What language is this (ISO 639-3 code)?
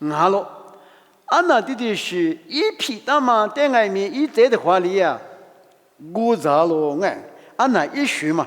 lis